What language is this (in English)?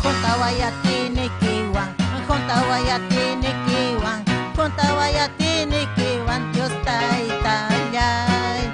Ayacucho Quechua